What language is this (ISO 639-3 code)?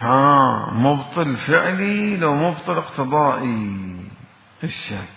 acm